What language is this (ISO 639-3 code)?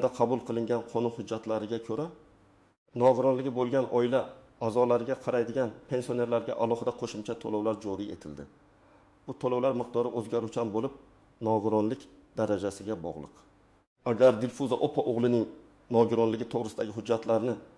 uzb